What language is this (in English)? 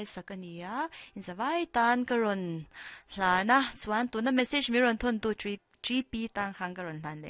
Mizo